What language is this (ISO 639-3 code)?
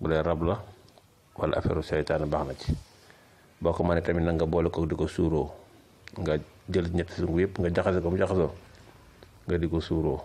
wol